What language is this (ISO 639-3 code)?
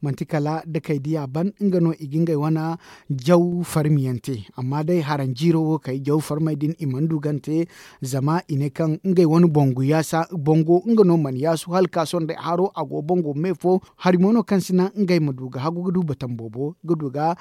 dje